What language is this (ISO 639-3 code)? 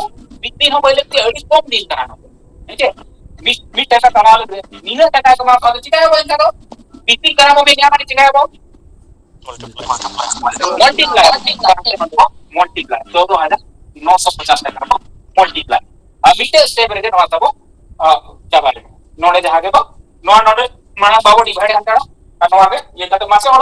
sat